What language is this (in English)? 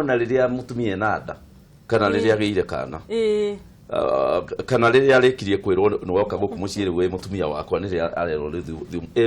Kikuyu